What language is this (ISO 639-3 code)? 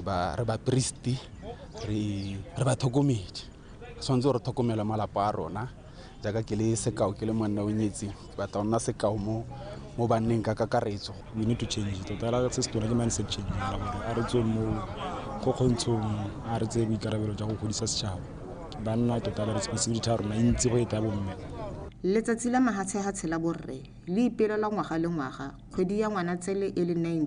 tsn